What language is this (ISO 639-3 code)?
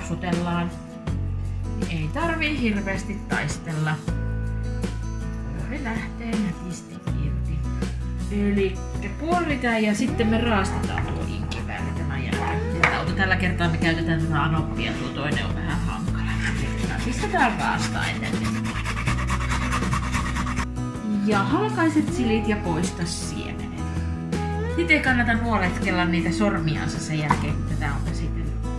fin